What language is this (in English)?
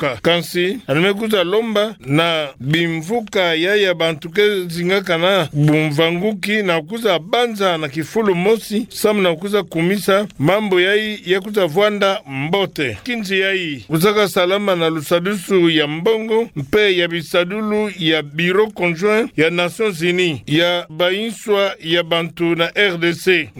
Kituba (Democratic Republic of Congo)